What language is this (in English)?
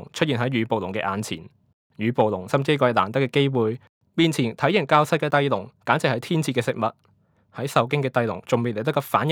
Cantonese